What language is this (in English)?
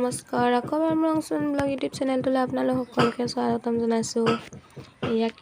Assamese